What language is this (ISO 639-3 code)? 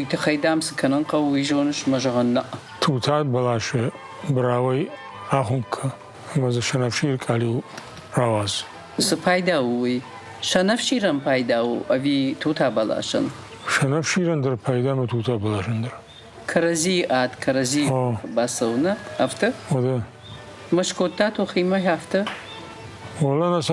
oss